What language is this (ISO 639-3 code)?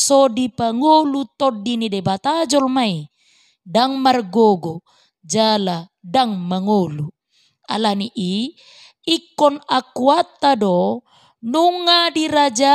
bbc